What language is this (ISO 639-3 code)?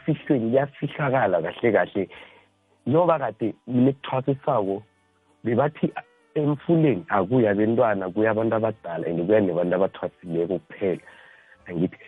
nbl